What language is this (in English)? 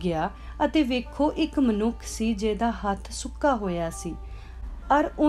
Punjabi